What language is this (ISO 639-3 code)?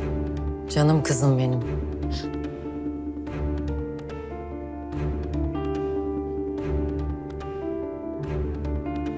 tur